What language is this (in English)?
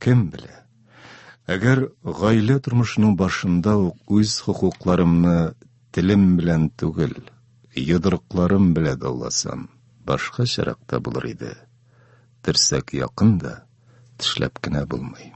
Tatar